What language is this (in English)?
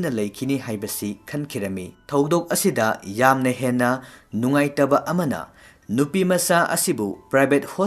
Manipuri